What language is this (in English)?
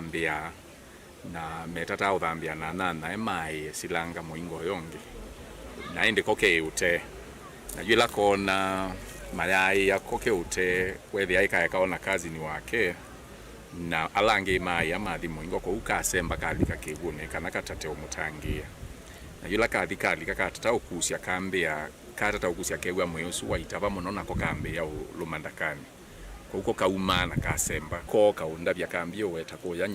Kamba